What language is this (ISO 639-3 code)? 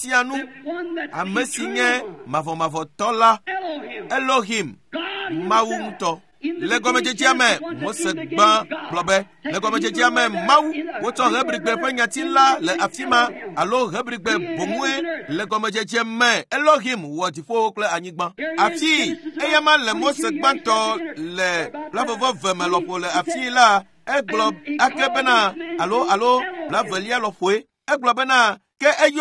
ewe